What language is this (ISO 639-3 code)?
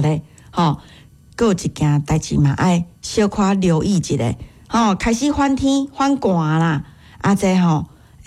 nan